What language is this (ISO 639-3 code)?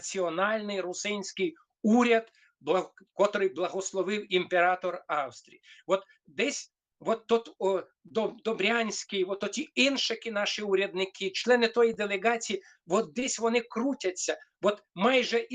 rue